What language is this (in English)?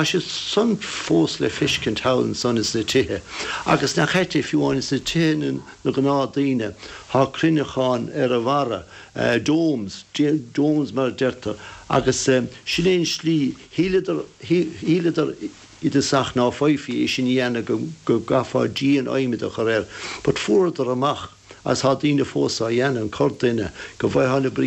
Irish